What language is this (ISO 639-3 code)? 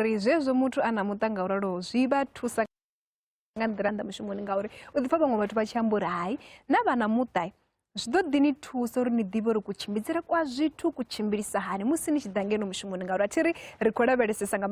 ven